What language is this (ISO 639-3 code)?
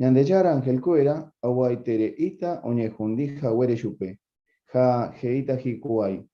grn